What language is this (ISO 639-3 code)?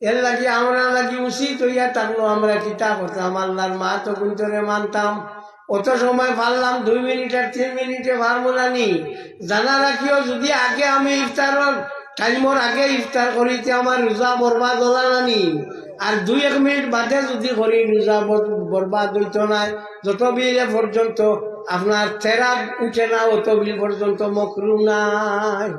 syl